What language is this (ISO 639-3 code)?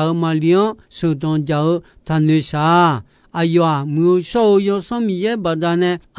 ahk